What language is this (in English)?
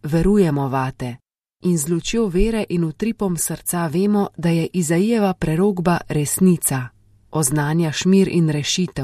Slovenian